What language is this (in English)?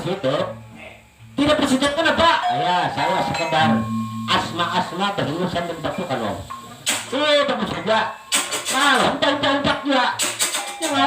Banjar